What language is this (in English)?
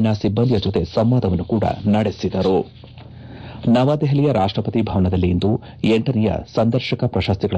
Kannada